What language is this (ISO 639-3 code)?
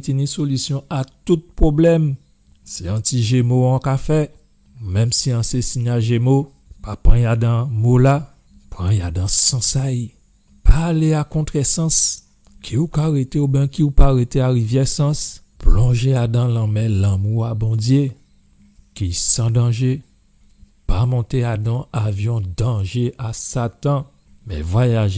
gcf